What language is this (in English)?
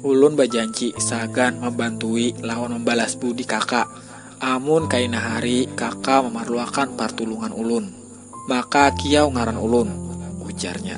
Banjar